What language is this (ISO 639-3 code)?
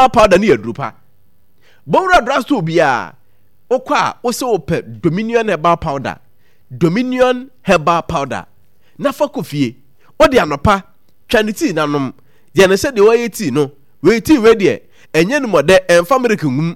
aka